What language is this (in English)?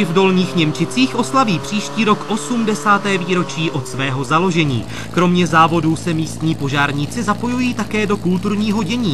Czech